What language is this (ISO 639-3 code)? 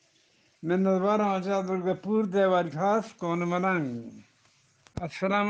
bgp